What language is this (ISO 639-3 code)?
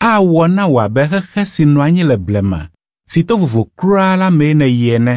ewe